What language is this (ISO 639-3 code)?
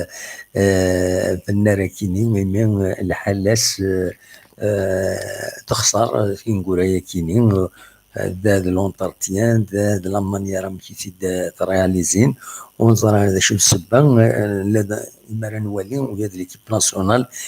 kab